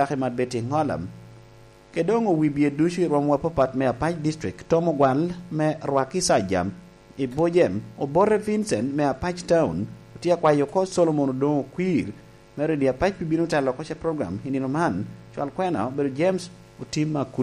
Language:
Lango (Uganda)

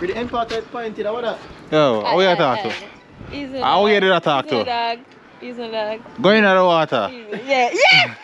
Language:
Jamaican Creole English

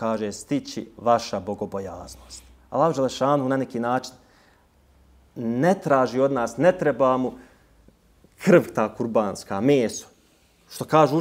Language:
Bosnian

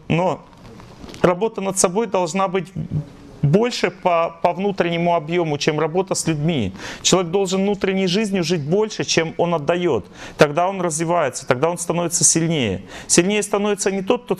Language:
Russian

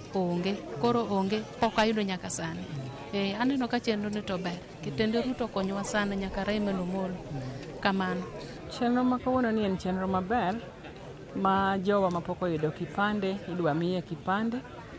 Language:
Luo (Kenya and Tanzania)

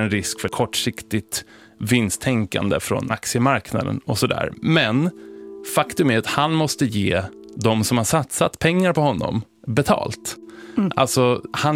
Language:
Swedish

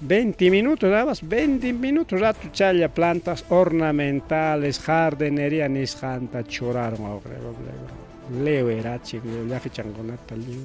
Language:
Ayacucho Quechua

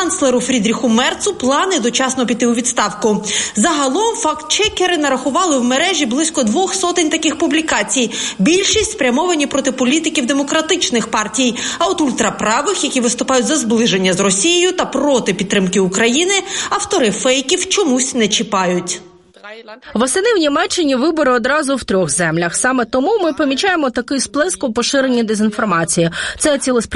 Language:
Ukrainian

